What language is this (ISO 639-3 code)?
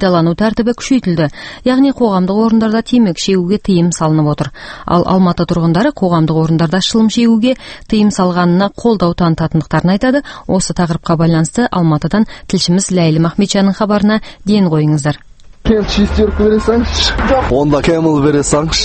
kaz